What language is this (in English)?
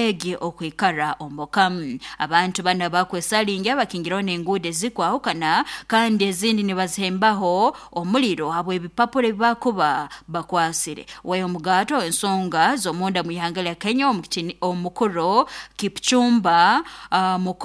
Nyoro